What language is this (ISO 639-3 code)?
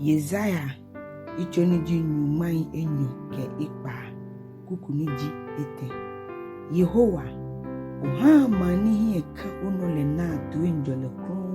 gaa